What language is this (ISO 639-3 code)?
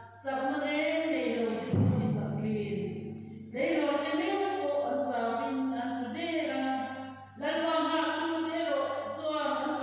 lus